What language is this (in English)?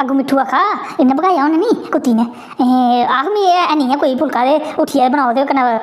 Dogri